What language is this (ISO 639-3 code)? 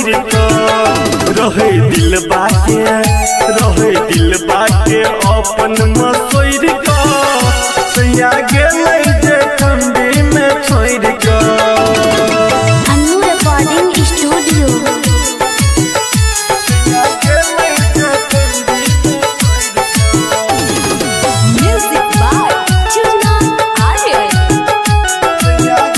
bho